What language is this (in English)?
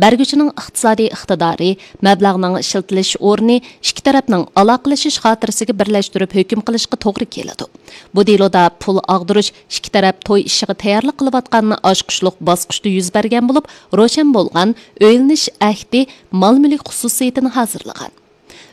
Uyghur